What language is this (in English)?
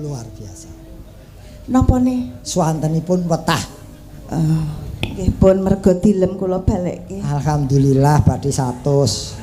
Javanese